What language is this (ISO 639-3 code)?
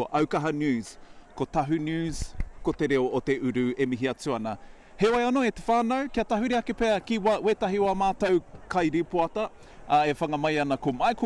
mri